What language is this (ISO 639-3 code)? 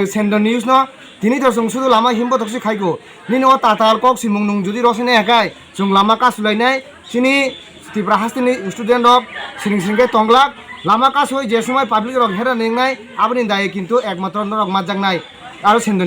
trp